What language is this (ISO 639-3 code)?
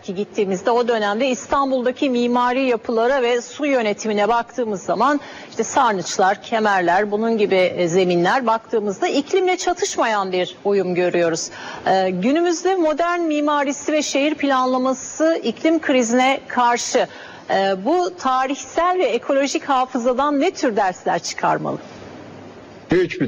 tur